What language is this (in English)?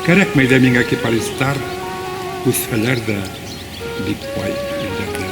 Bashkir